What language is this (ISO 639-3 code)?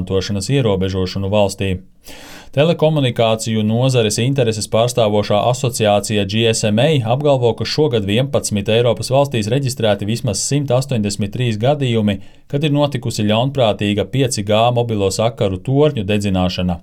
lav